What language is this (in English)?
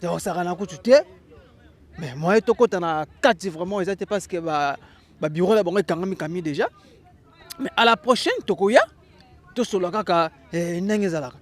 Lingala